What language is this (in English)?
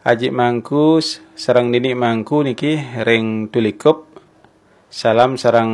Balinese